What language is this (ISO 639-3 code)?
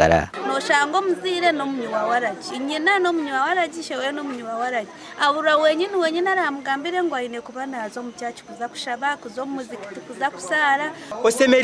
nyn